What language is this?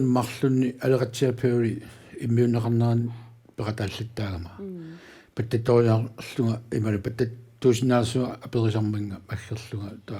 Kalaallisut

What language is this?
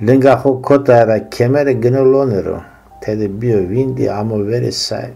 Zaza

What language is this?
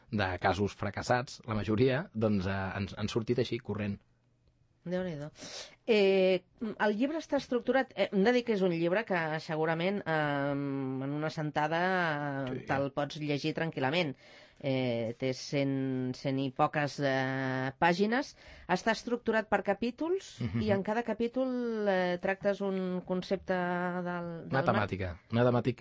Catalan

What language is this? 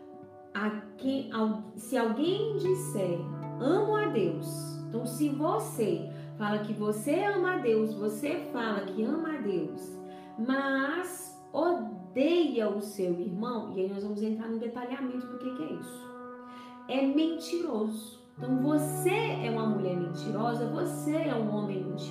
Portuguese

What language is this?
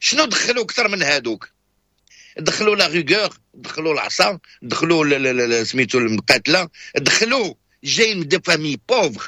Moroccan Arabic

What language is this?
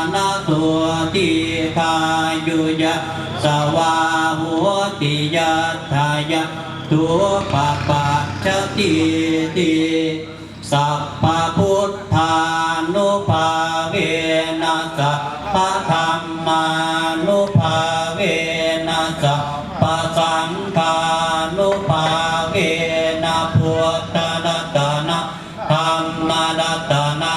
Pali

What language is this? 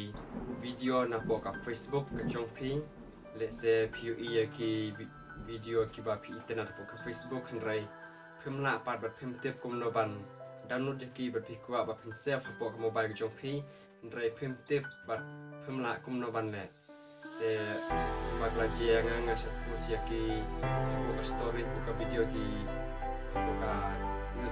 Khasi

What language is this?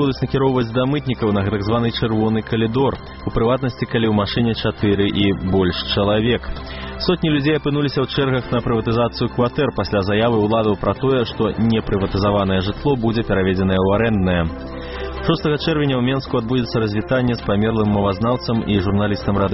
Belarusian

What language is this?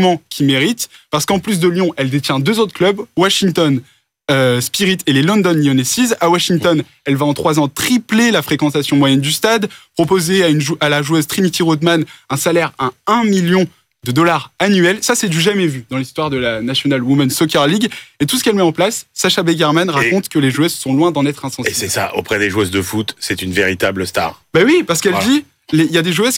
French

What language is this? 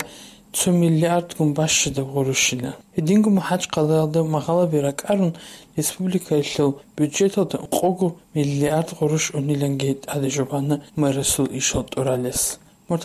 Avaric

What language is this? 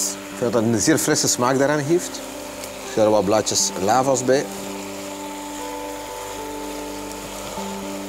Dutch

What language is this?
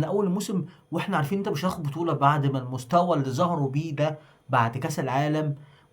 Egyptian Arabic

